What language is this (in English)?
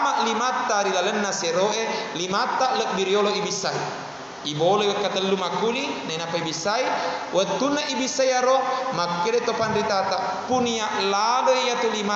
Buginese